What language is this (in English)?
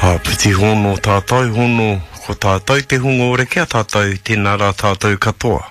Māori